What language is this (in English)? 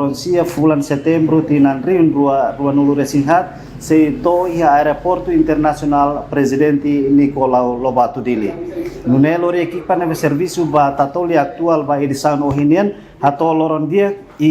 Tetum